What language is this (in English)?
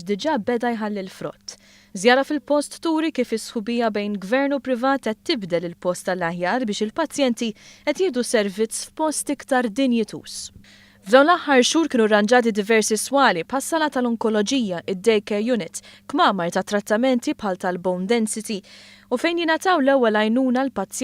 Maltese